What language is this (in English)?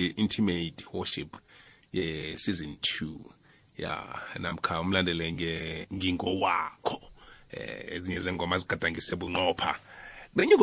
South Ndebele